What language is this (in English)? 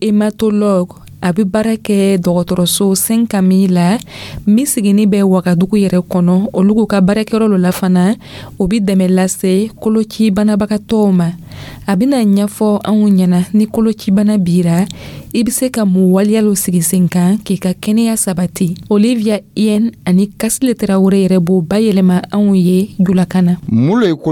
Dyula